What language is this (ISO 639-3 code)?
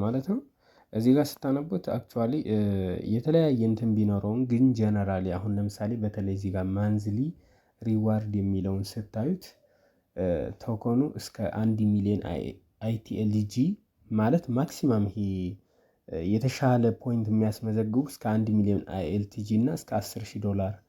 amh